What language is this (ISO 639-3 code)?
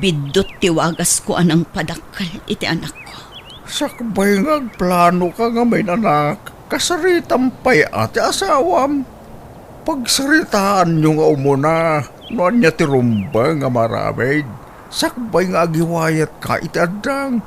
ilo